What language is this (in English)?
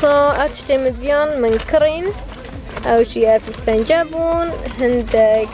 Kurdish